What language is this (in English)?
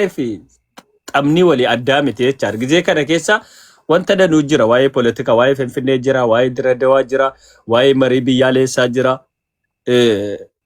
Oromo